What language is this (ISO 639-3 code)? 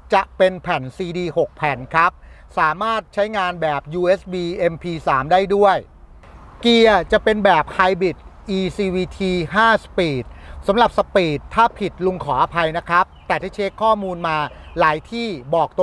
tha